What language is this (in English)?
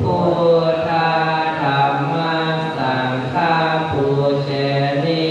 Pali